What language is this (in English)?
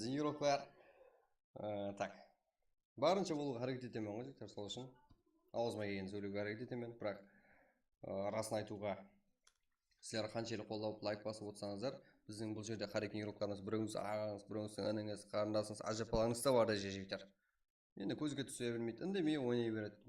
Kara-Kalpak